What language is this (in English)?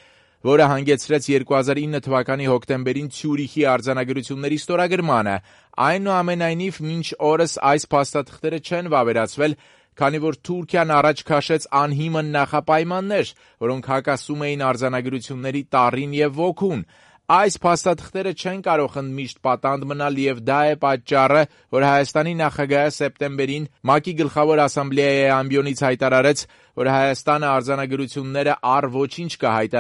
Armenian